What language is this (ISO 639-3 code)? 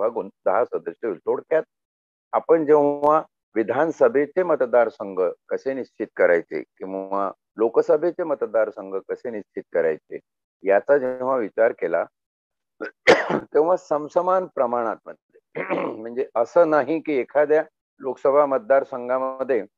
mar